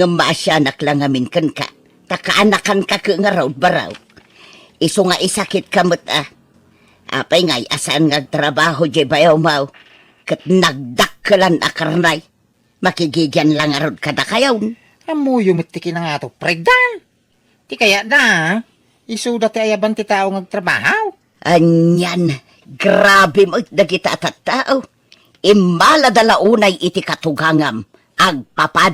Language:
Iloko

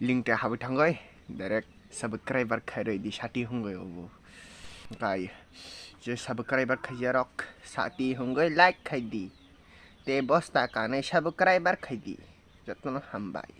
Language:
Kok Borok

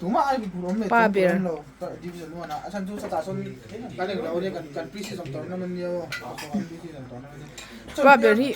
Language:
Mizo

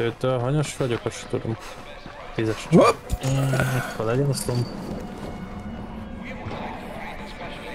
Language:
Hungarian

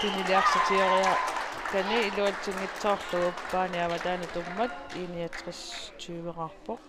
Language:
Kalaallisut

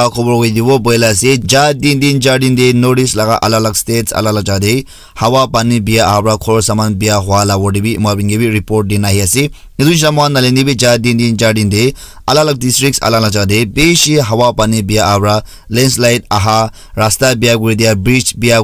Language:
Naga Pidgin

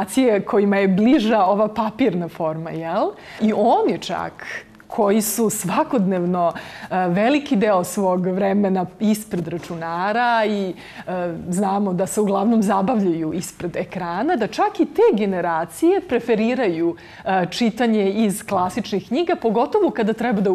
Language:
Serbian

